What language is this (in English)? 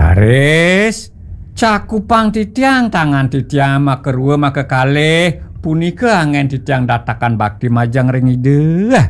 Balinese